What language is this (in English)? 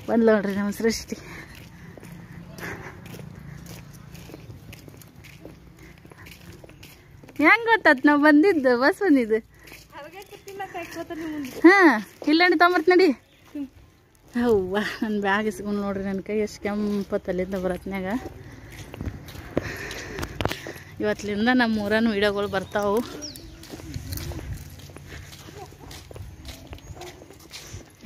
Kannada